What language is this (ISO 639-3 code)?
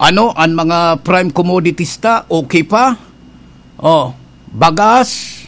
bik